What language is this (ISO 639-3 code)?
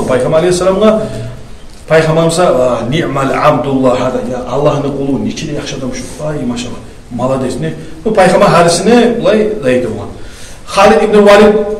kum